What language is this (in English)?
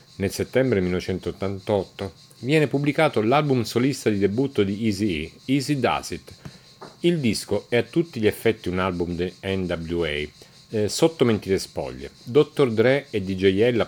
Italian